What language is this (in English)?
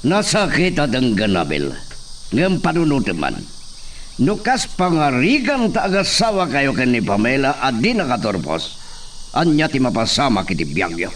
Iloko